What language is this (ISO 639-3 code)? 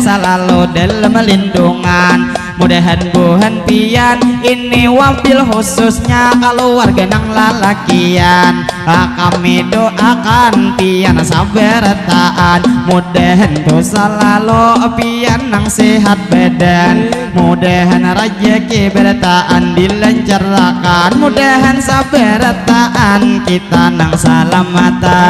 bjn